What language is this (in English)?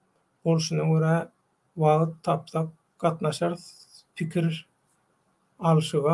Turkmen